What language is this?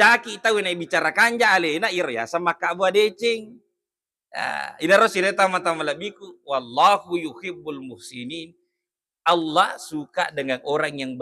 Buginese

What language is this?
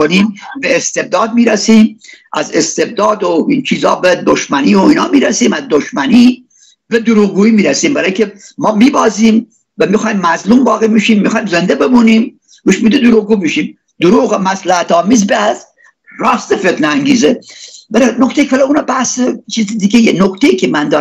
Persian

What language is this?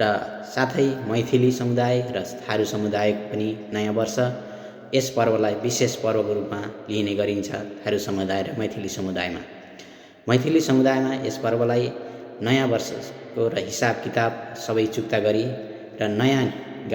Nepali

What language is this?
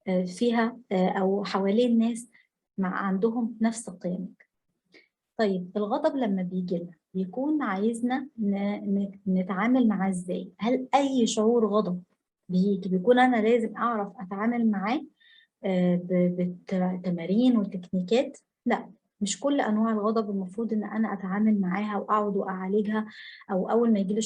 Egyptian Arabic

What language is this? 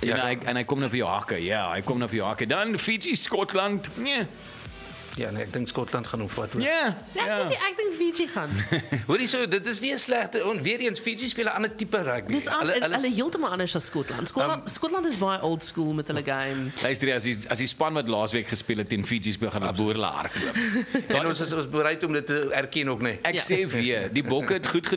Afrikaans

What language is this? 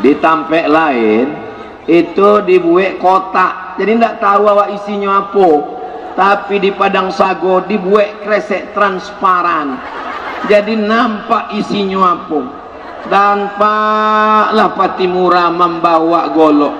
Minangkabau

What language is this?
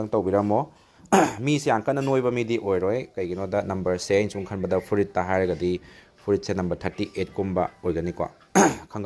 Manipuri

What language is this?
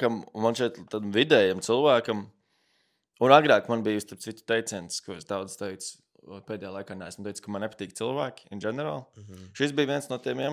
Latvian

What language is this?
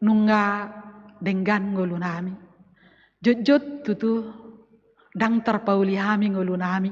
Batak Toba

